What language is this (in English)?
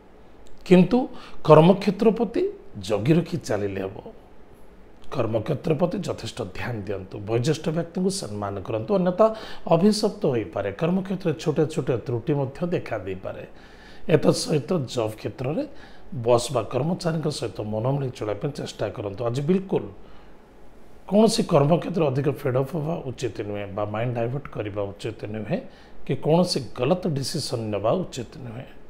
Odia